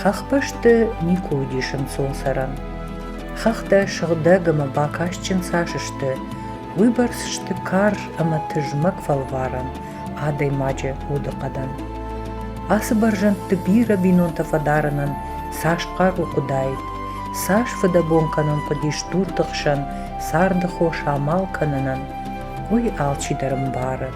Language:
Ossetic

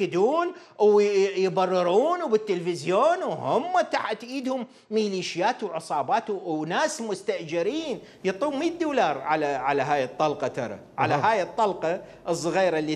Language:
Mesopotamian Arabic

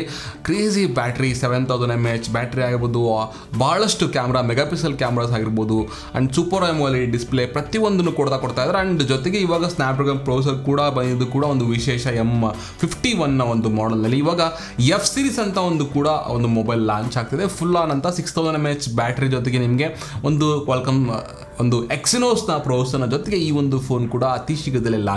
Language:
Kannada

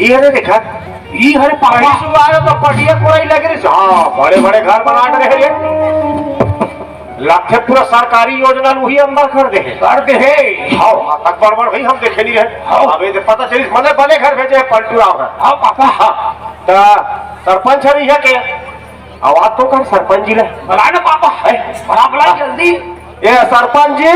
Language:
Chhattisgarhi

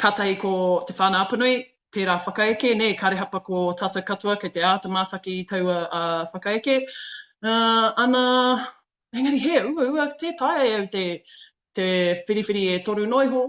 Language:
Māori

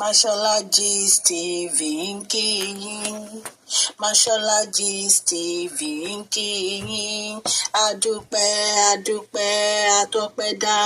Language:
Yoruba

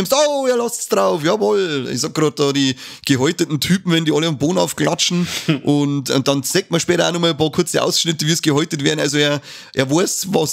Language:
Bavarian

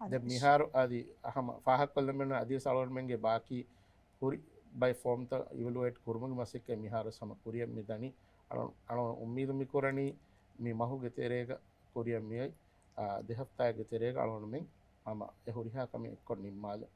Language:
Divehi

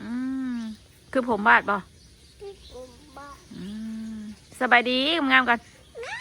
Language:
Northeastern Thai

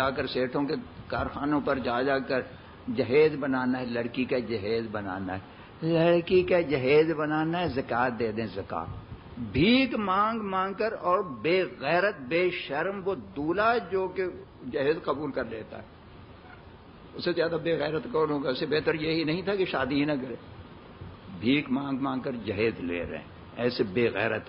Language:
Urdu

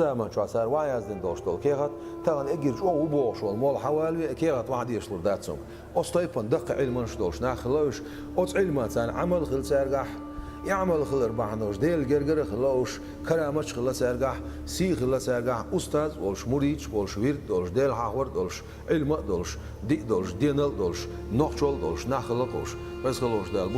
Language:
Chechen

